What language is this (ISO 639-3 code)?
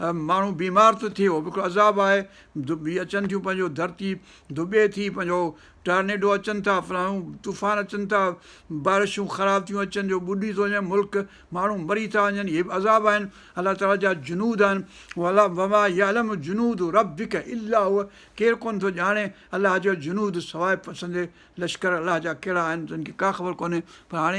snd